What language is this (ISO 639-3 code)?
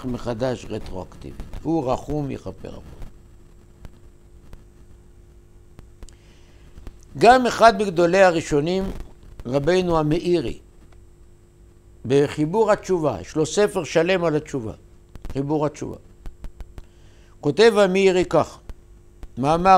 heb